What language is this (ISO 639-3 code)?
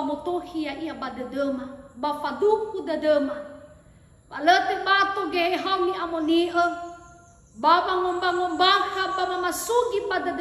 nia